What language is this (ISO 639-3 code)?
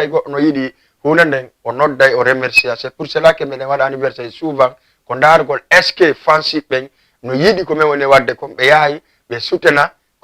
ful